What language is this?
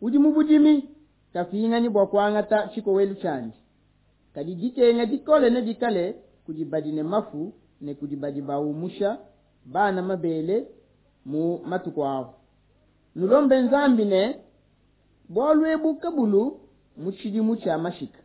Luba-Lulua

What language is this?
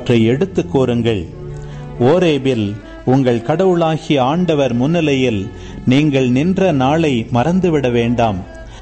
Tamil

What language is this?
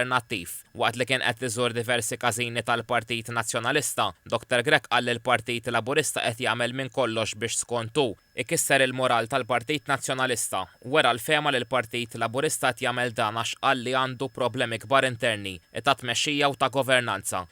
Maltese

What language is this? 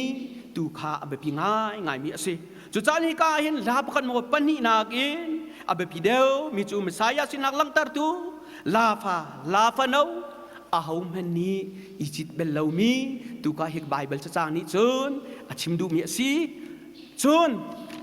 Hakha Chin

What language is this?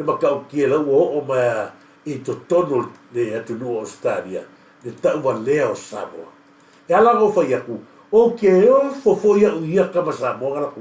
Samoan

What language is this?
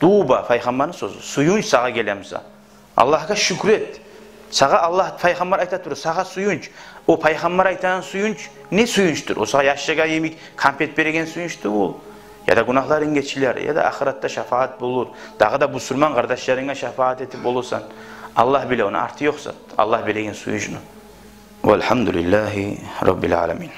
Kumyk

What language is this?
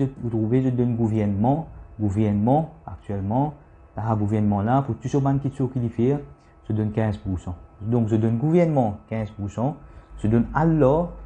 Morisyen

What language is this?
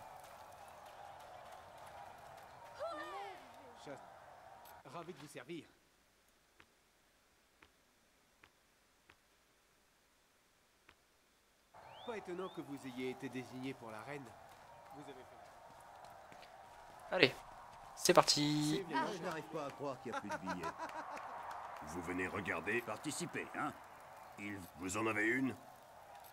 French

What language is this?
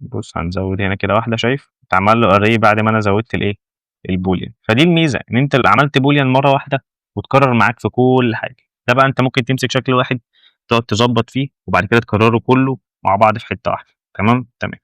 Egyptian Arabic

